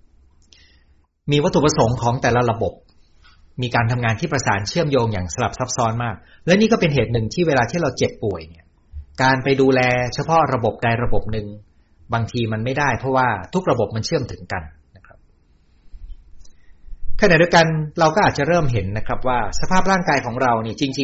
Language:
Thai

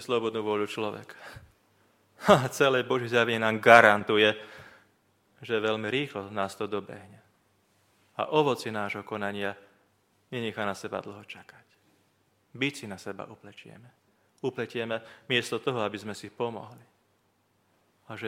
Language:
Slovak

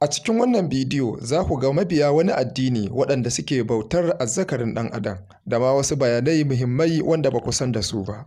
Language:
Hausa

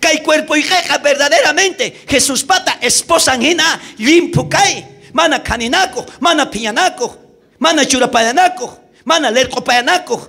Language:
South Bolivian Quechua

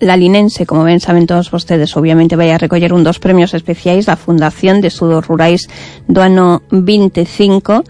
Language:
Galician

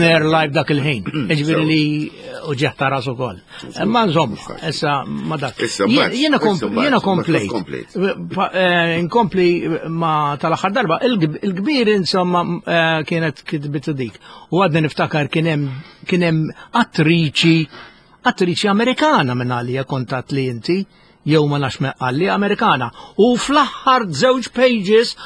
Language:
Maltese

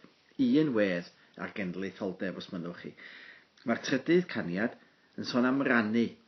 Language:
Welsh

